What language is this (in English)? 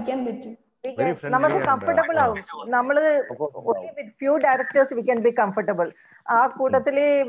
Malayalam